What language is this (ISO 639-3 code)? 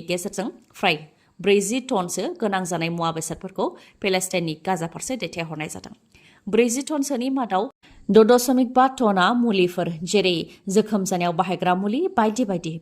brx